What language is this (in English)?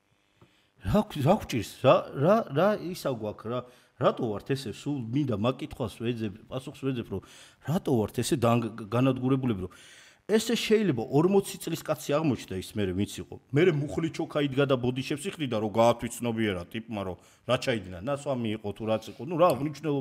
Georgian